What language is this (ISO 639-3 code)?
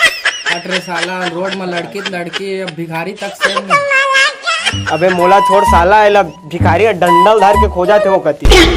hne